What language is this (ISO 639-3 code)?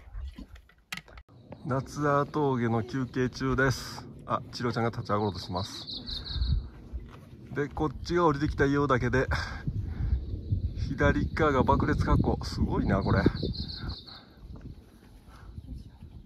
jpn